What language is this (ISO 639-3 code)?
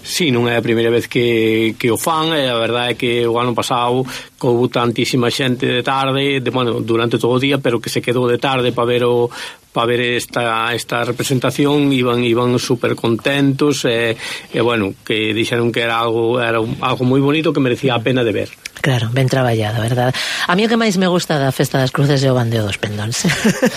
glg